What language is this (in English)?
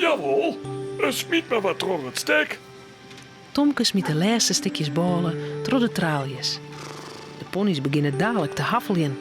Western Frisian